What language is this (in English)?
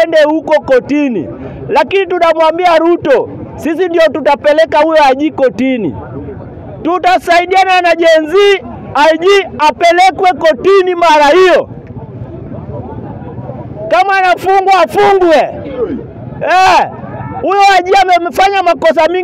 Swahili